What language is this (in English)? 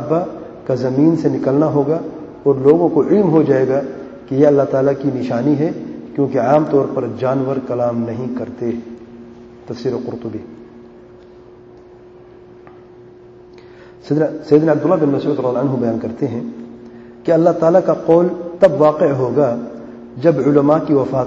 Urdu